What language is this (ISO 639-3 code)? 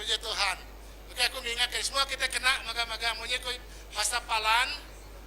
iba